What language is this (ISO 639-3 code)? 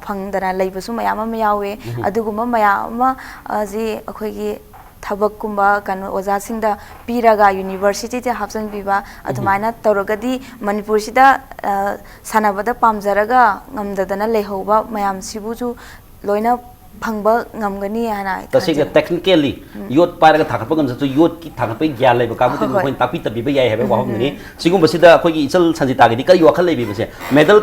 mni